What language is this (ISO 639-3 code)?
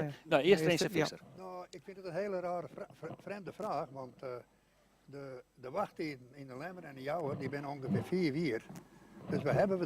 fry